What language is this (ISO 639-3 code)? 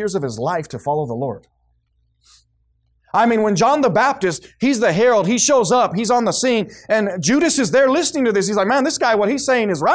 eng